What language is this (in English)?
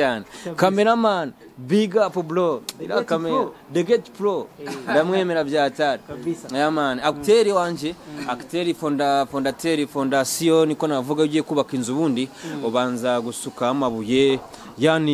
Kinyarwanda